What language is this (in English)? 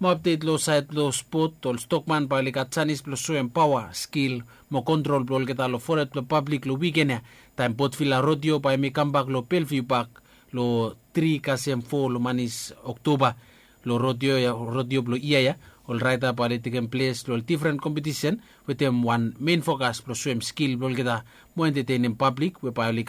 Bislama